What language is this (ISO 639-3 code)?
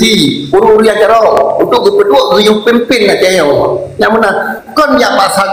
ace